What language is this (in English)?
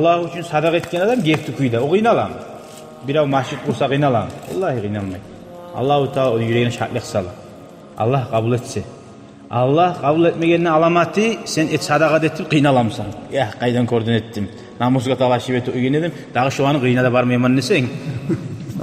Kumyk